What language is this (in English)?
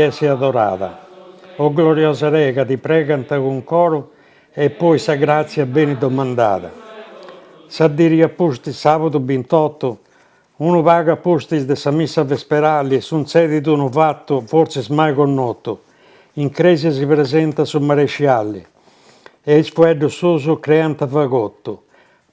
Sardinian